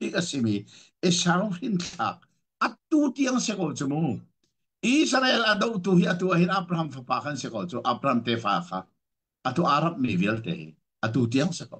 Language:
Hakha Chin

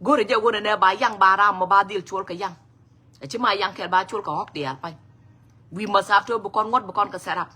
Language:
Nuer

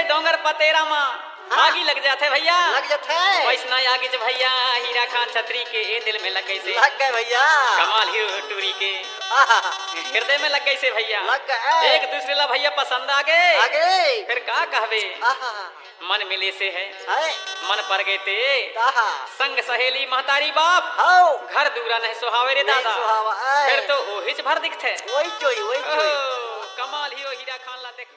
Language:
Chhattisgarhi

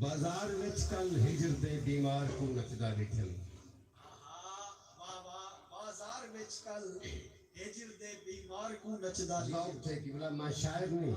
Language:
Saraiki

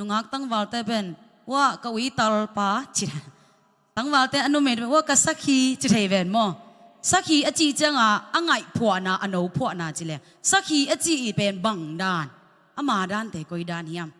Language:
Tedim Chin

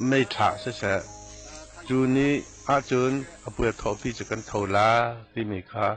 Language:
Hakha Chin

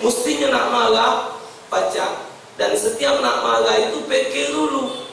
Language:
Musi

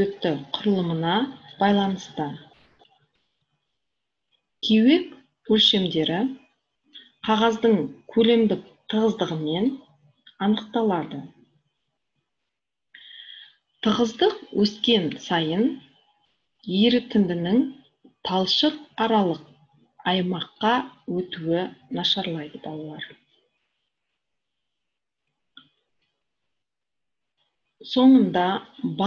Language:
Kazakh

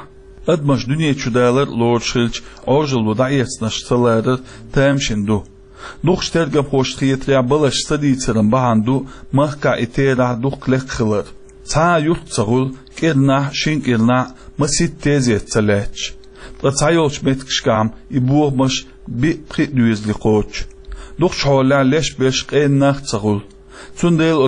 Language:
Chechen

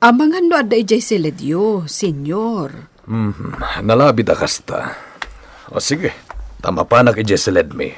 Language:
Iloko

